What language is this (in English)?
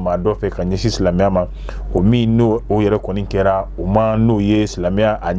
Bambara